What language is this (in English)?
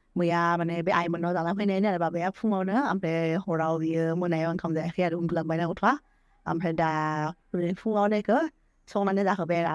Bodo